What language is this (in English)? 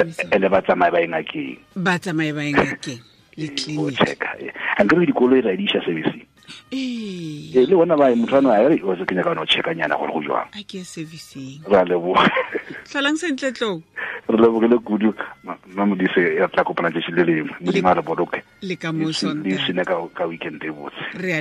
Tswana